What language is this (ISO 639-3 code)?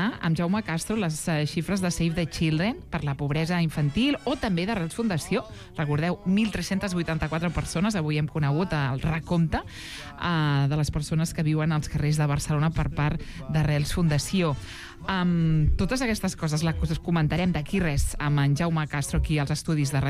cat